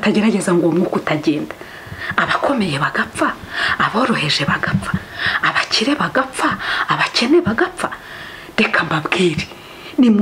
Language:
Kinyarwanda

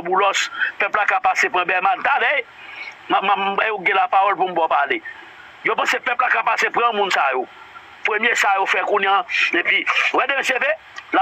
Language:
Haitian Creole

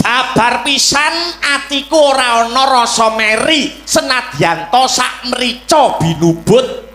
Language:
Javanese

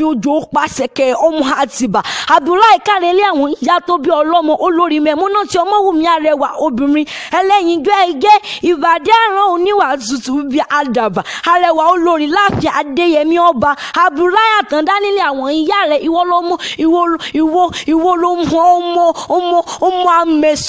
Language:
Yoruba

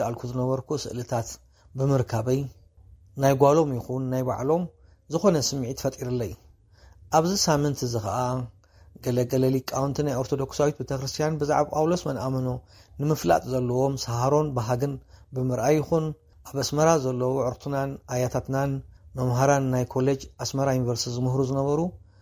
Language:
Tigrinya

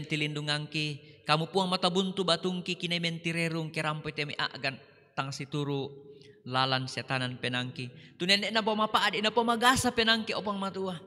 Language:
Toraja-Sa'dan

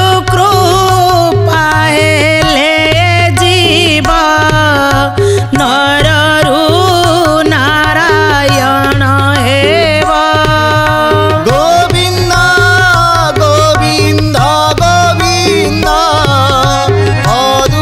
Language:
Odia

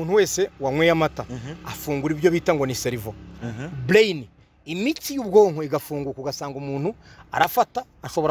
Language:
Kinyarwanda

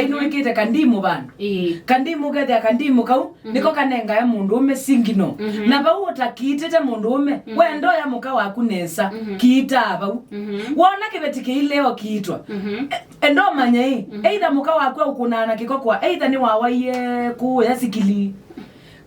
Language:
Kamba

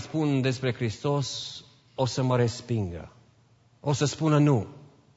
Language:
Romanian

